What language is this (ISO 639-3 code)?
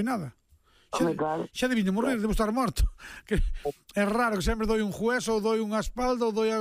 glg